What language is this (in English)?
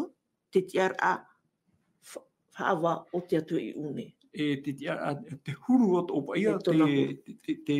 Tahitian